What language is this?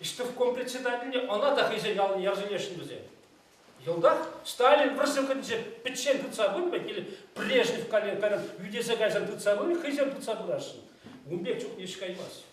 Chuvash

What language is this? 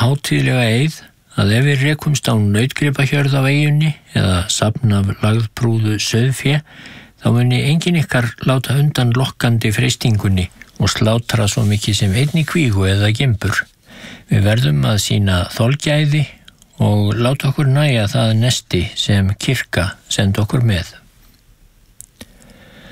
Icelandic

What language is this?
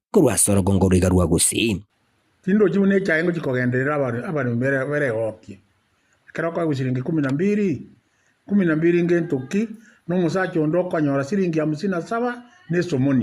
Gusii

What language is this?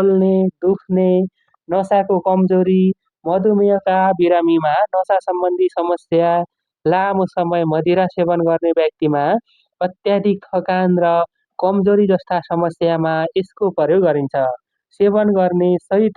Nepali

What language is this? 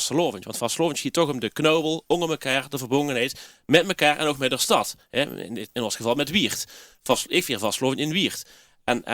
Limburgish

